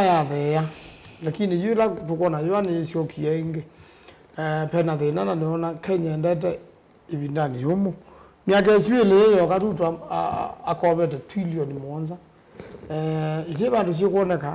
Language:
Kamba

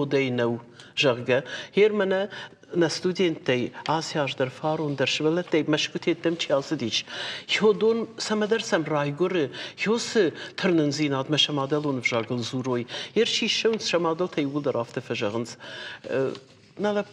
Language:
Ossetic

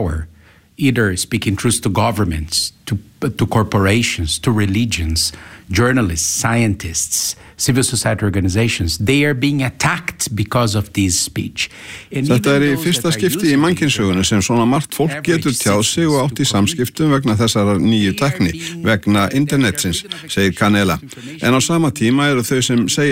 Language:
Icelandic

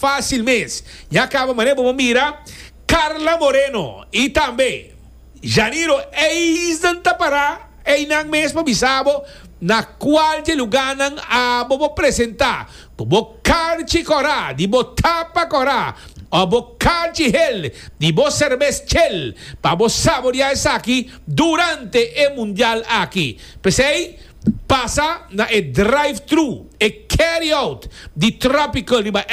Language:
Papiamento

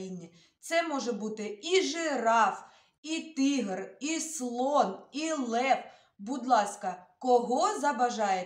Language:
Ukrainian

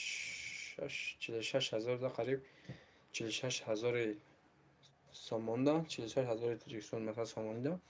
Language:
Tajik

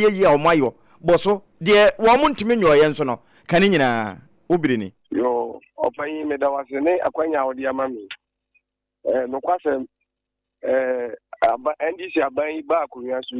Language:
Akan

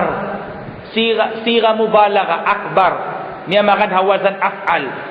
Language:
Tausug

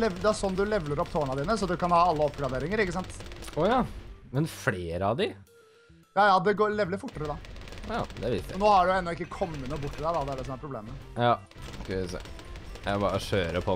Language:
Norwegian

